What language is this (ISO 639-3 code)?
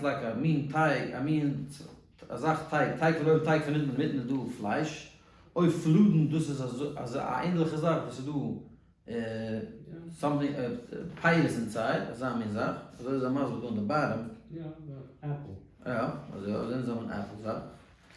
yid